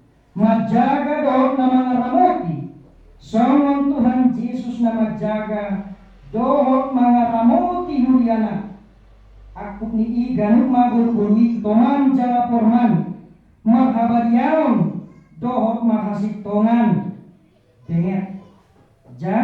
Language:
Batak Toba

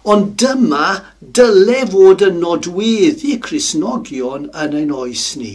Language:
Welsh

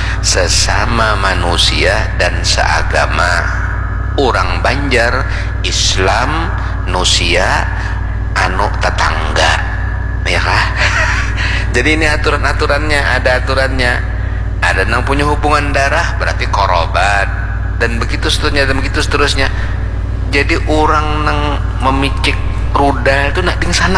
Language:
Banjar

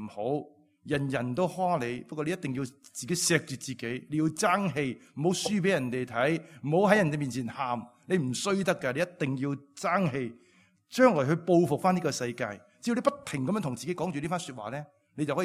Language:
Cantonese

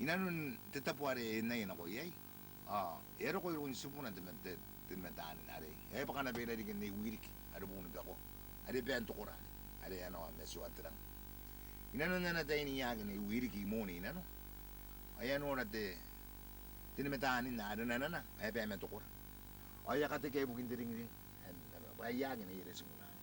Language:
Gilbertese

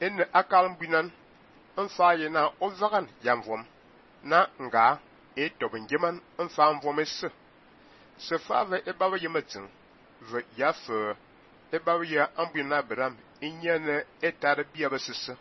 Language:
Fang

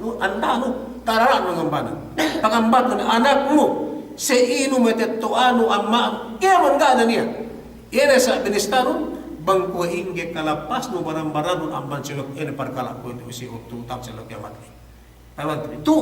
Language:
Yakan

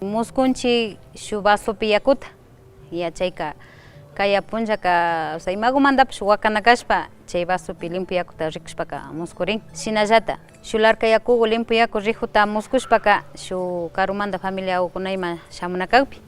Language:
Imbabura Highland Quichua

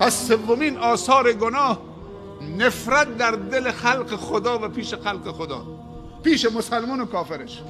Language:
Persian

